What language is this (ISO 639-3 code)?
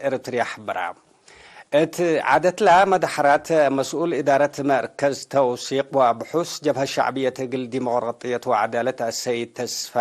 tig